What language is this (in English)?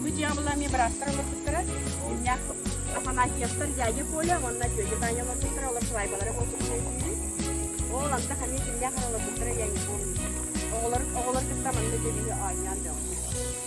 Yakut